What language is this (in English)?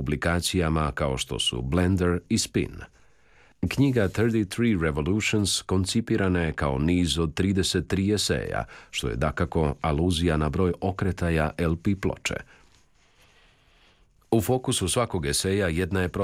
Croatian